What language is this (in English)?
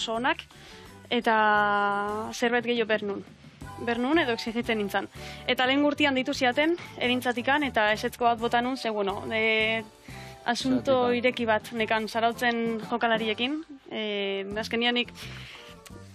Basque